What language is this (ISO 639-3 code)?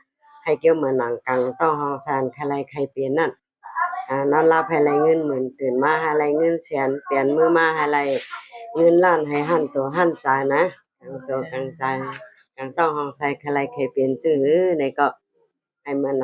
shn